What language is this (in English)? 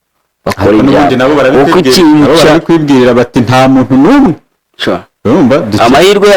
Kinyarwanda